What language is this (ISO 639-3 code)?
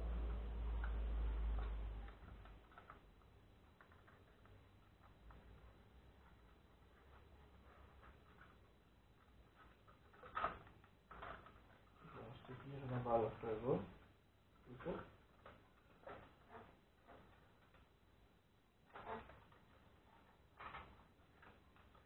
ell